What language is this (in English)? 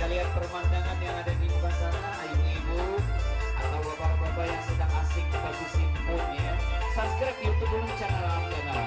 Banjar